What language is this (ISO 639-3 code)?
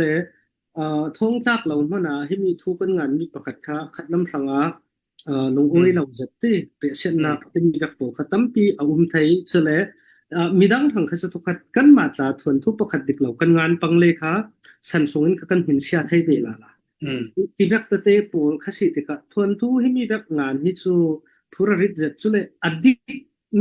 cfm